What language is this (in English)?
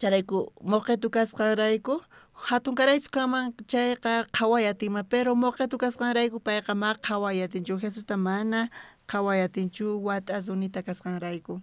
South Bolivian Quechua